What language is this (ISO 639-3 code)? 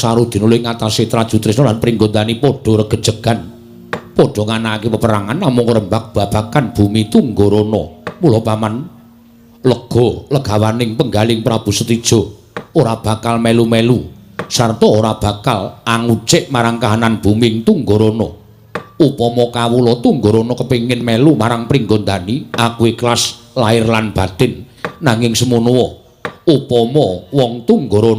jav